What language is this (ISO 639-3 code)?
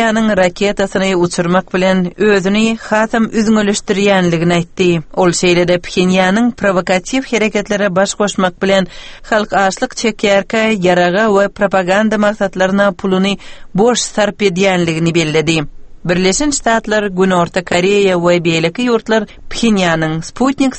tuk